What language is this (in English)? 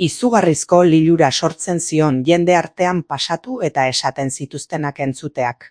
Basque